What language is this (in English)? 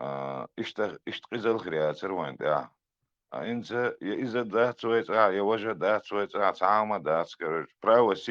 Chechen